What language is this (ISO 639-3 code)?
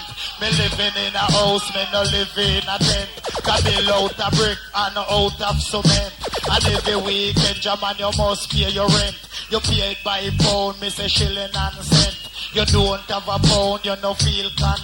jam